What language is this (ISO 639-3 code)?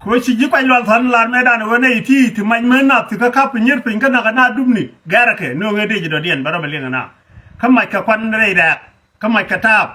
nus